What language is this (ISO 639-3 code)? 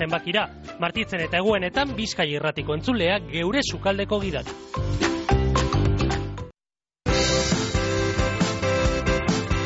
eus